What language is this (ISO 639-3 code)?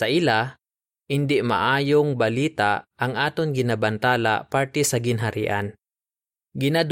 hil